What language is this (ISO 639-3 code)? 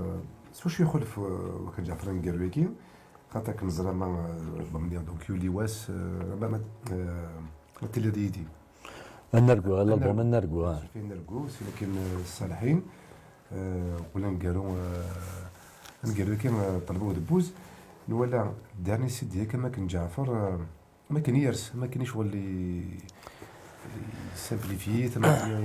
kab